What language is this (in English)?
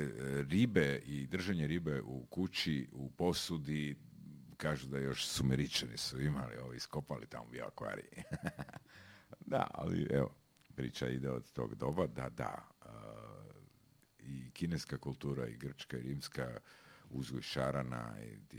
Croatian